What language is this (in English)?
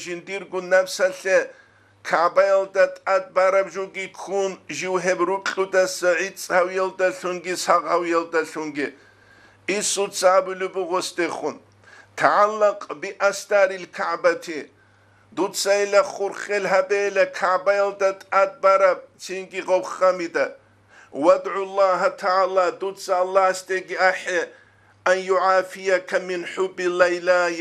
Avaric